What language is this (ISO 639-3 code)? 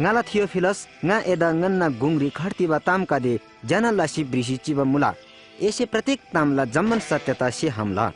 taj